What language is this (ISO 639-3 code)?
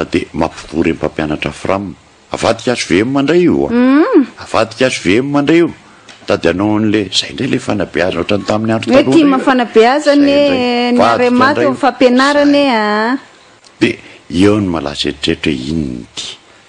mlg